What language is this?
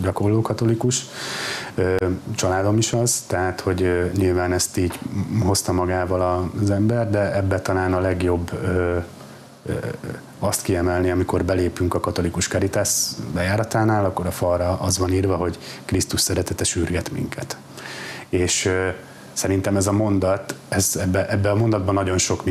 Hungarian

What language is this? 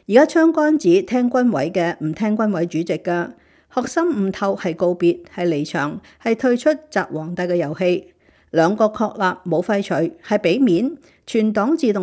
Cantonese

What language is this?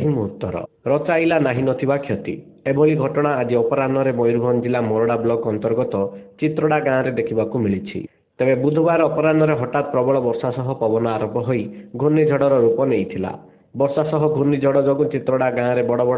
Odia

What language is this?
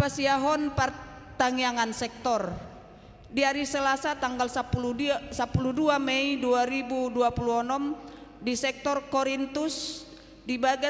Batak Toba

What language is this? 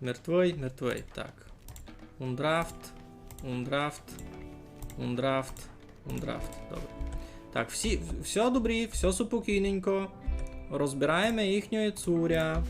Rusyn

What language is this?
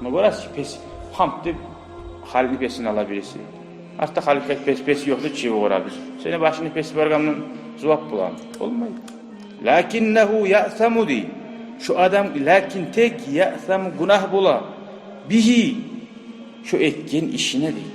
Kumyk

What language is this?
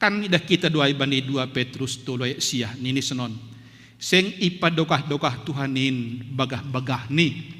Batak Simalungun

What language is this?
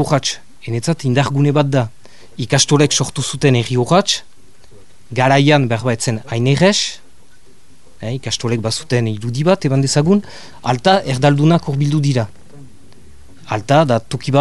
Basque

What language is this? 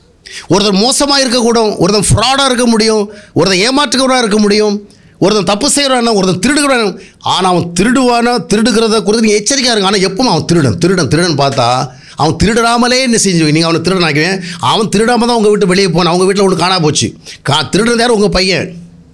Tamil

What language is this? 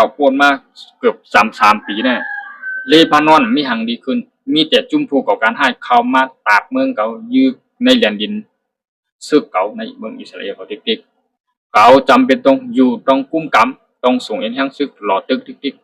Shan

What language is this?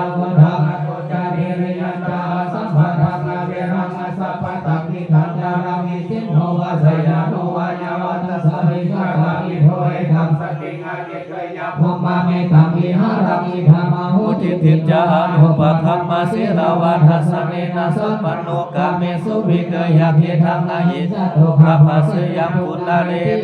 Pali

